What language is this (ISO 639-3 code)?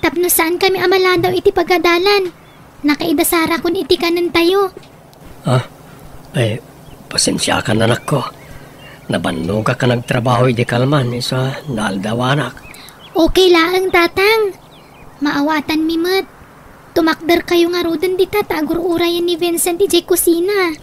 ilo